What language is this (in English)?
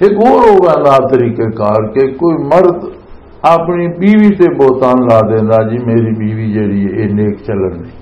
Western Panjabi